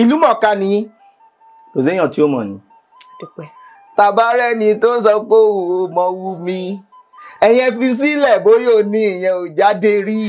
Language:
Yoruba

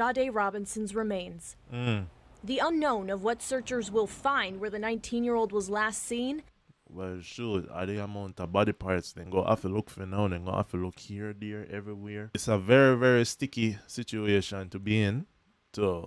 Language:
Jamaican Creole English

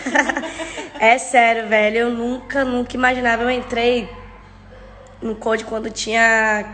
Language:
Portuguese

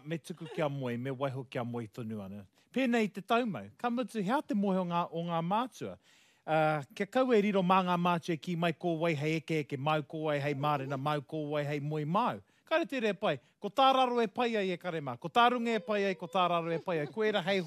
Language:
Māori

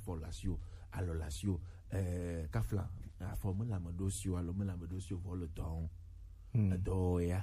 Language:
Gen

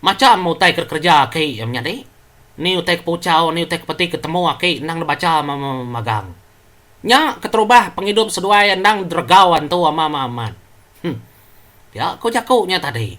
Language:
Iban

